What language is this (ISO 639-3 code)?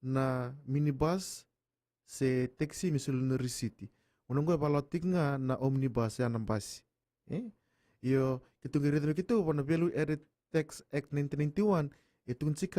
fij